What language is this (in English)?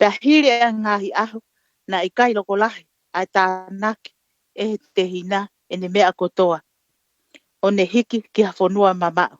Tongan